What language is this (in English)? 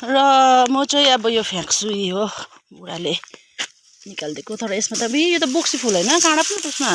Nepali